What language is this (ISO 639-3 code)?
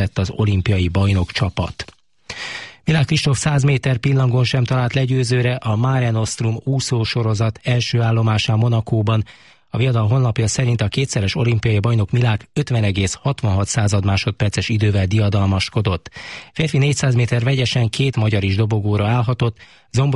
hun